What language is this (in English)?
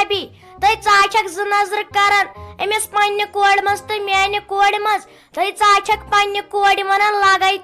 Kashmiri